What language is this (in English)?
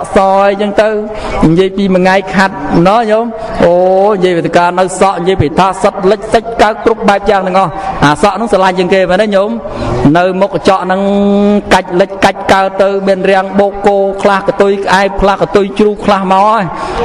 Khmer